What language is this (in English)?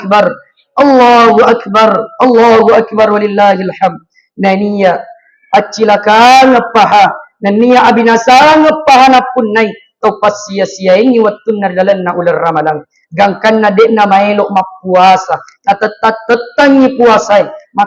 Buginese